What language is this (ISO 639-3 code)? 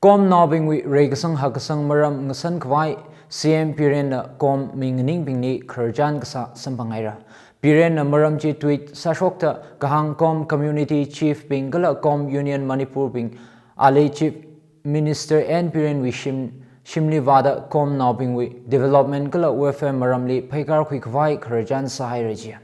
nmf